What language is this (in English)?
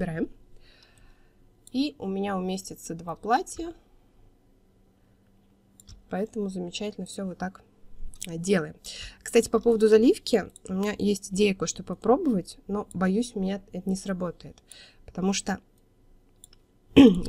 Russian